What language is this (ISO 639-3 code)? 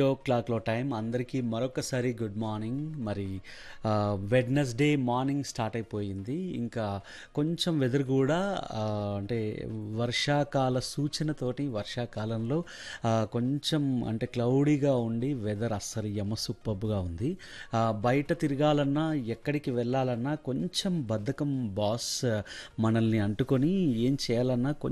tel